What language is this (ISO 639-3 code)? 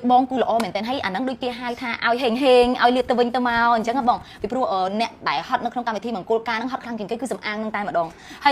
khm